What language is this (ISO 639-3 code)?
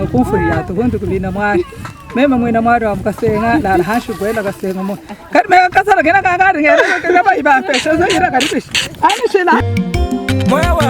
lua